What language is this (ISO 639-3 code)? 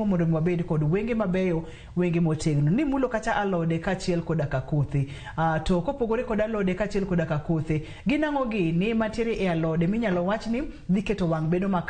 luo